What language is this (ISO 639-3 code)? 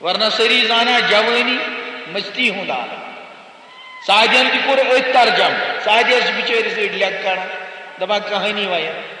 kas